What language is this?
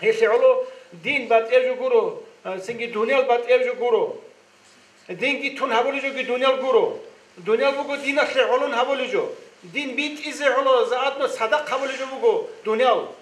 Avaric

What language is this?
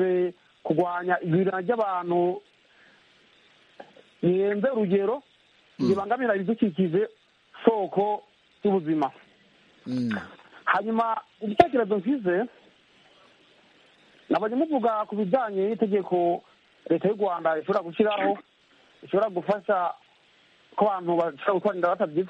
Kinyarwanda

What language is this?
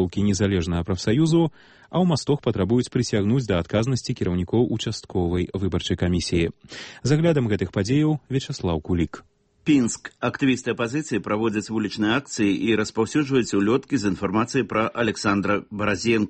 Belarusian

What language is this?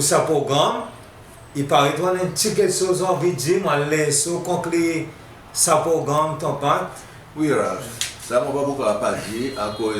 Seselwa Creole French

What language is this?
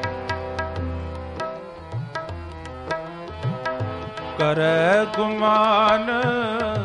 Punjabi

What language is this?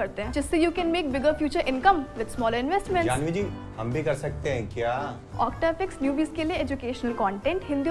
Hindi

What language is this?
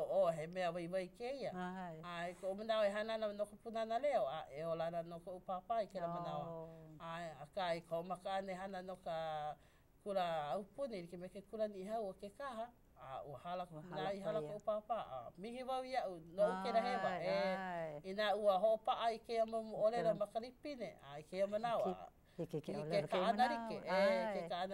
Hawaiian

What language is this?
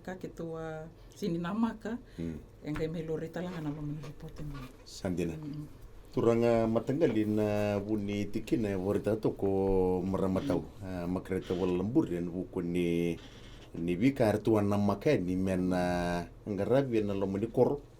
Fijian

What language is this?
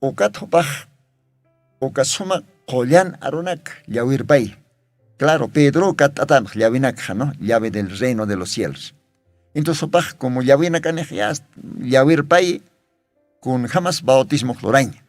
Aymara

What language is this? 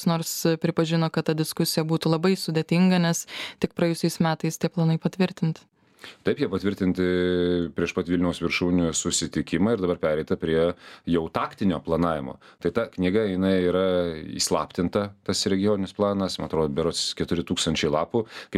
Lithuanian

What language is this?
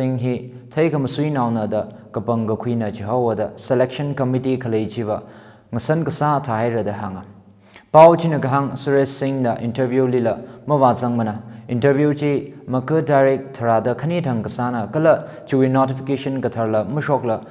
Tangkhul Naga (India)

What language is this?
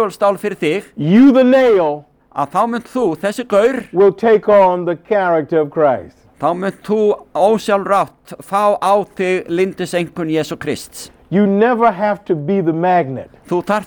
Icelandic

